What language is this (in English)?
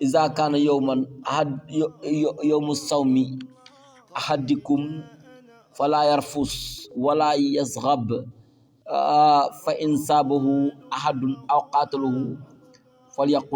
Wolof